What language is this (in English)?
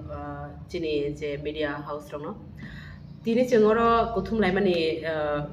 Kok Borok